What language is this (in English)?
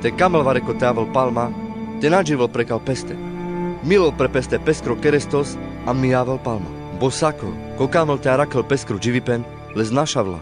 Carpathian Romani